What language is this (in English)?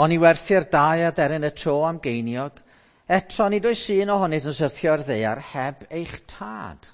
Welsh